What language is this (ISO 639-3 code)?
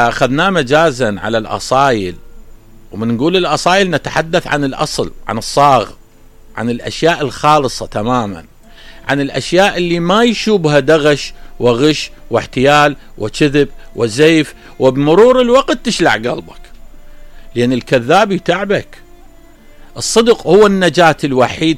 acm